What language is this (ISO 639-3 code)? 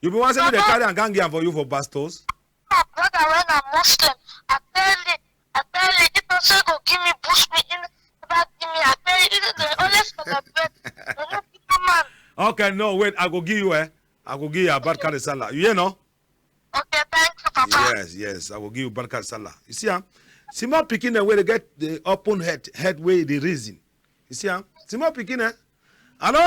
wes